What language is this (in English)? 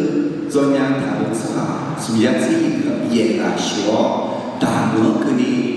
Akha